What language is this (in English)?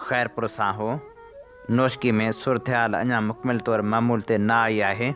Sindhi